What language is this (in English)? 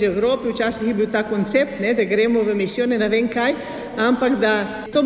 Slovenian